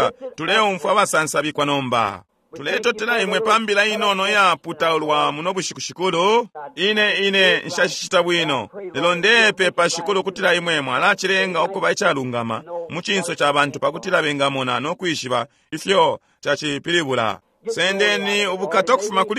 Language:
Bemba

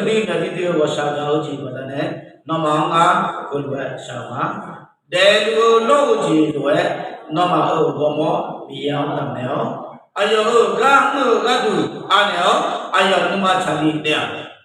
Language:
Akha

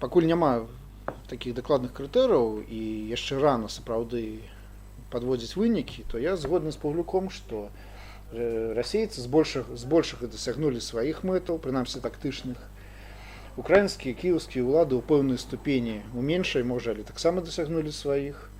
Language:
Belarusian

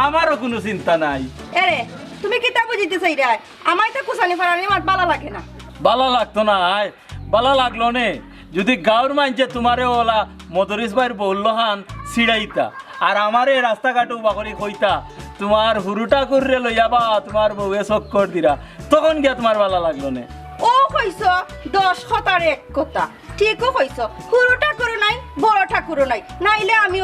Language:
Sylheti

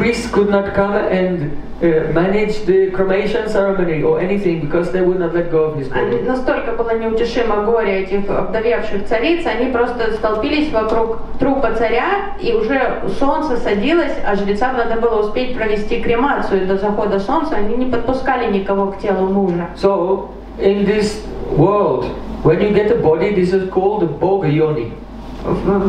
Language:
Russian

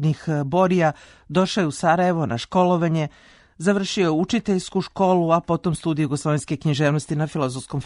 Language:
Serbian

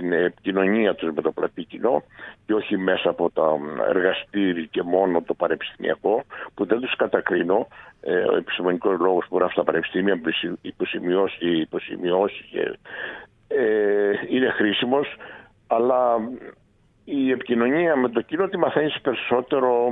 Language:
Greek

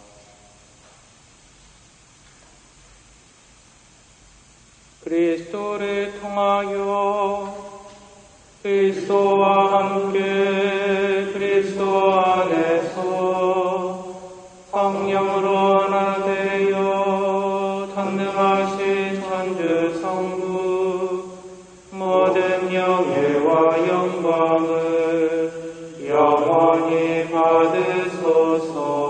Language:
Korean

